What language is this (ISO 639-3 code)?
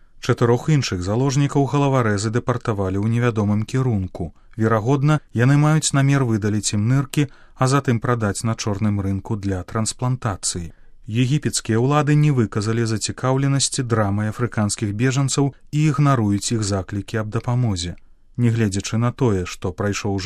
bel